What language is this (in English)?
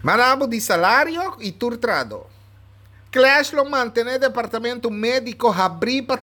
Papiamento